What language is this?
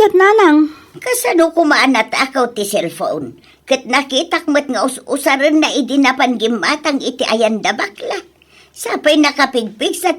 Iloko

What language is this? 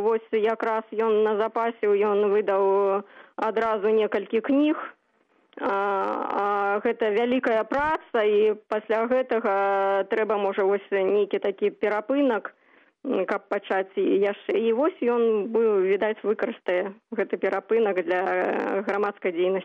Belarusian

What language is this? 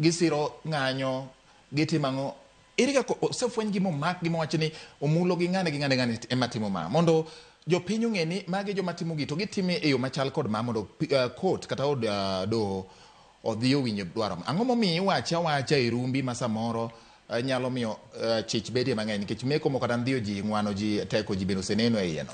Luo (Kenya and Tanzania)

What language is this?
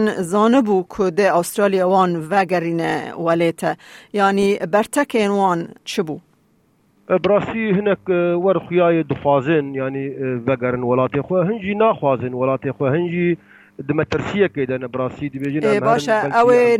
Kurdish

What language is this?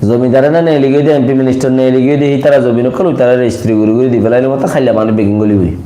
Rohingya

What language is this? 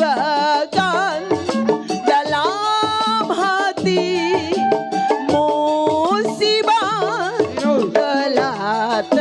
Betawi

